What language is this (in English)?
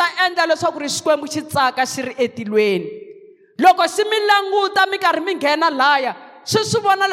Tsonga